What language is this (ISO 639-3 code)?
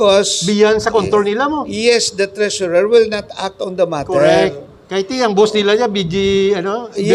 hil